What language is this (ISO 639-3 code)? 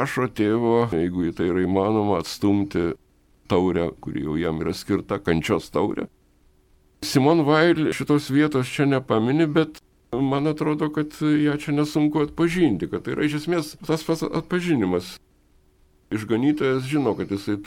lit